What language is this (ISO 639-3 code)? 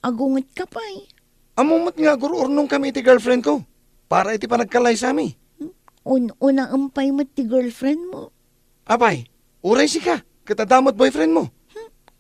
ilo